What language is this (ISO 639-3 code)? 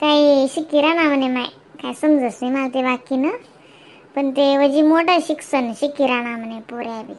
khn